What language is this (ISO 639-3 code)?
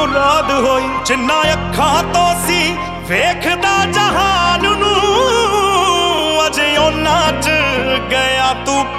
pan